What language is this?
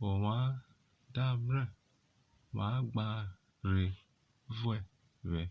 Urhobo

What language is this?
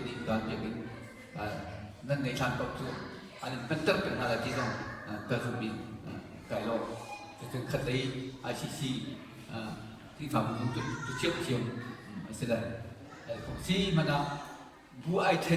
Hakha Chin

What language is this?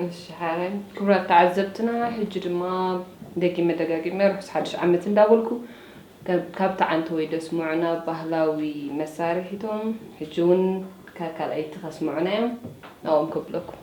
Tigrinya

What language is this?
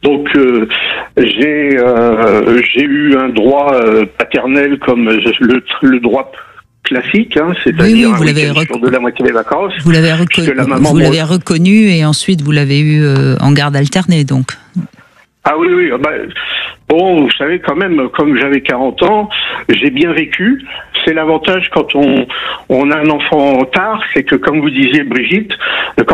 French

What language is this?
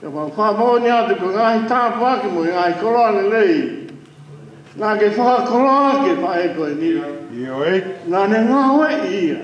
Tongan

